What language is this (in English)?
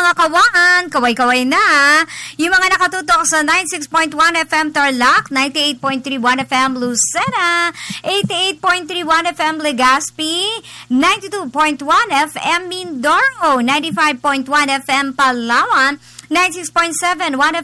Filipino